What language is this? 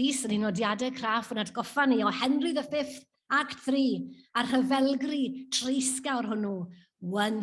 Welsh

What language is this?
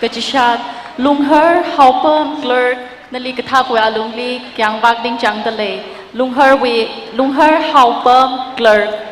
Tangkhul Naga (India)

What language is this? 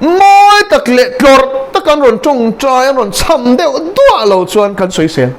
Mizo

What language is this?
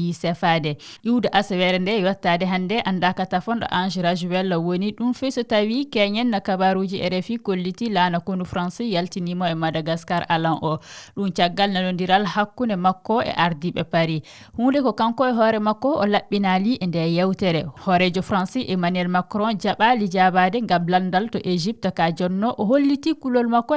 Fula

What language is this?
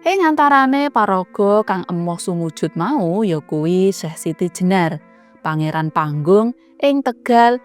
Javanese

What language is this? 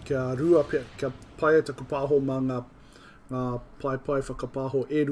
Māori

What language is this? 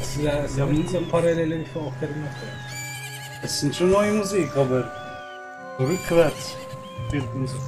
Swiss German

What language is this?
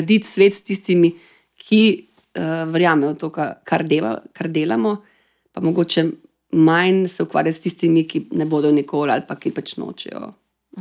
Slovenian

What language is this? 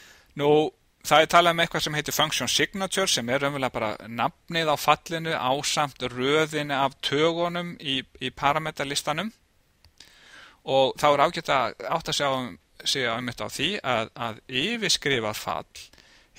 Icelandic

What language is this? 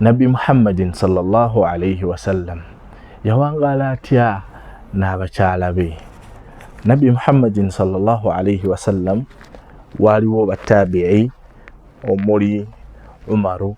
Ganda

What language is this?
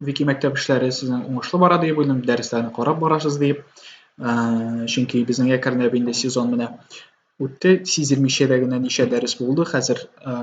Tatar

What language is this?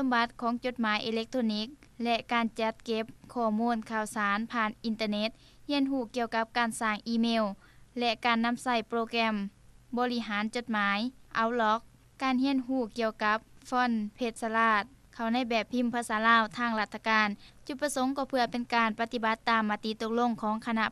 Lao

